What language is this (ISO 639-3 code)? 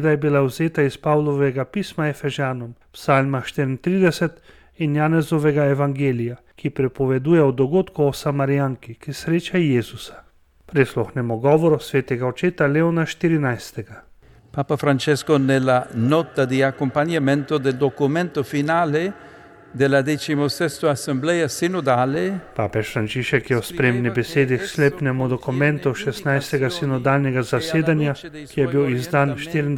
slv